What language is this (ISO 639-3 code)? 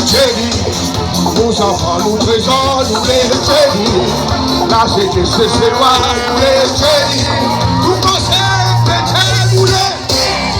crs